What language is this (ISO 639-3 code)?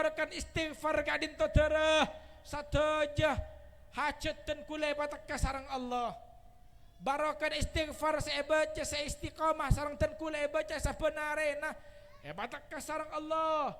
mad